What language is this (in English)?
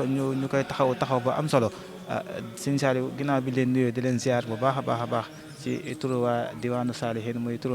Wolof